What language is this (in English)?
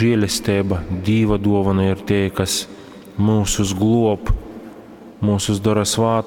Latgalian